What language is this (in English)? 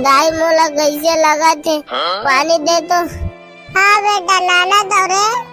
Chhattisgarhi